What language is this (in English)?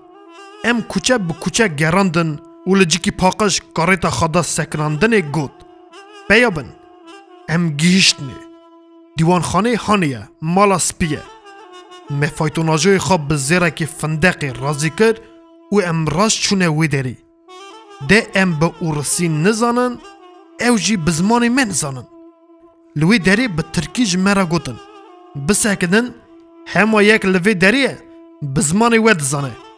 Kurdish